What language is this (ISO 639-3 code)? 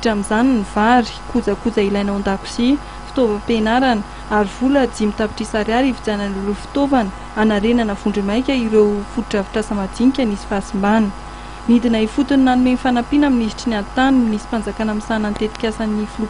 mlg